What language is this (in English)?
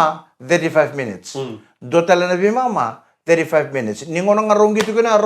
Fijian